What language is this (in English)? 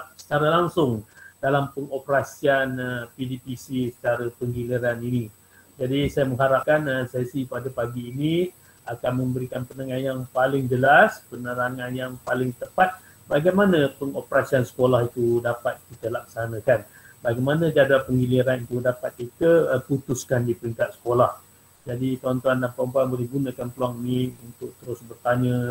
Malay